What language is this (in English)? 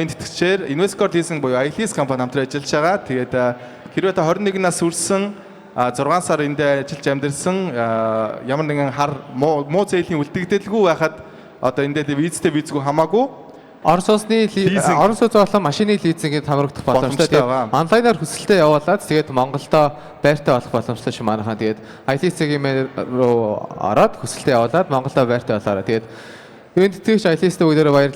Mongolian